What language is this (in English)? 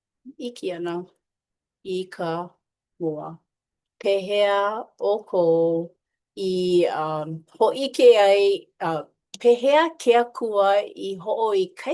Hawaiian